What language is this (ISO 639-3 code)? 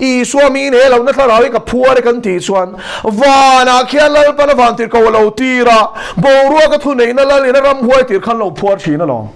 lus